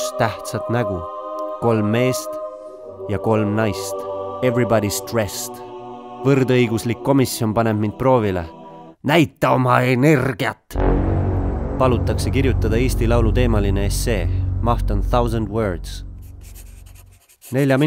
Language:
Estonian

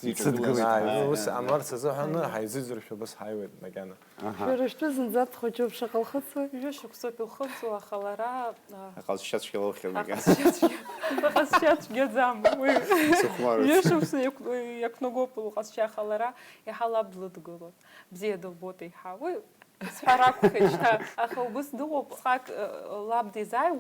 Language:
Abkhazian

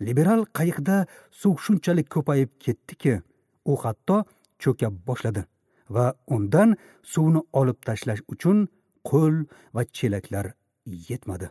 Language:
Uzbek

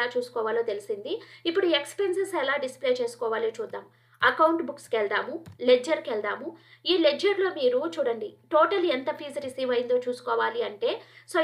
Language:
Telugu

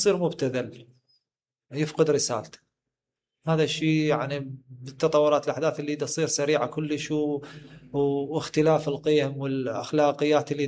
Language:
Mesopotamian Arabic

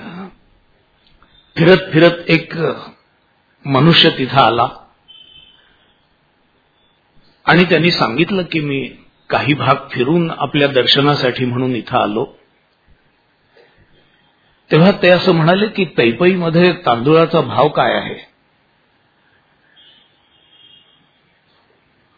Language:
Marathi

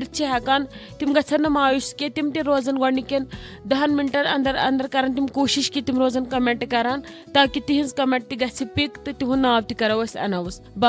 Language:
Kashmiri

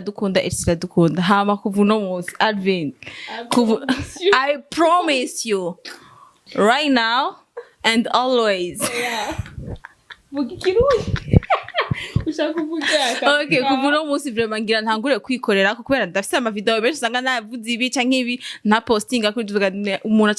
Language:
Rundi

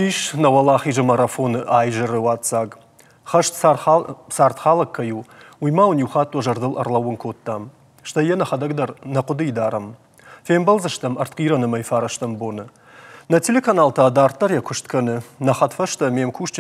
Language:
Ossetic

